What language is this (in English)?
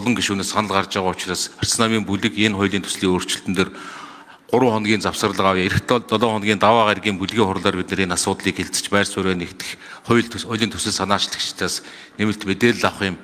Mongolian